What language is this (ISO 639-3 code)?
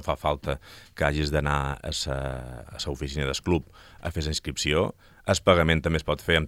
cat